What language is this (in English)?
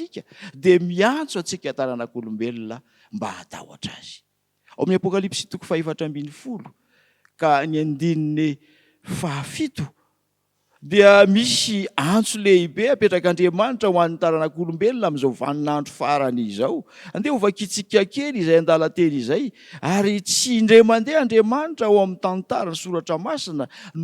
Malagasy